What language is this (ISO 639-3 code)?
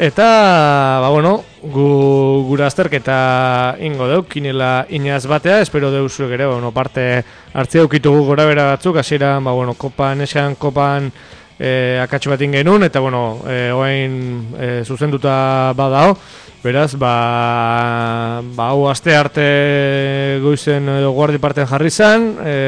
eus